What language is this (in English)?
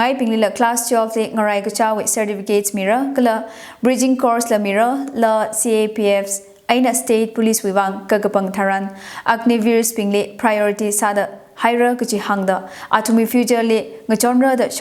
Tangkhul Naga (India)